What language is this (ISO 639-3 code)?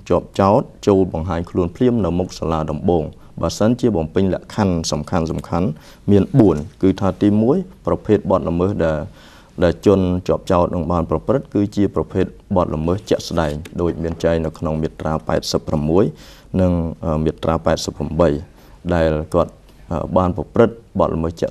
khm